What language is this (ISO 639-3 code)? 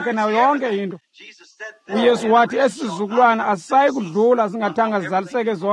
xho